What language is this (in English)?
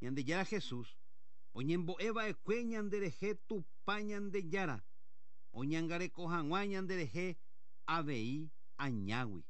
Guarani